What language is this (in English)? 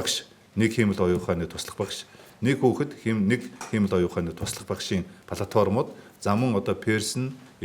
Mongolian